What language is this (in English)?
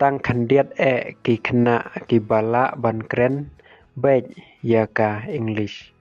Khasi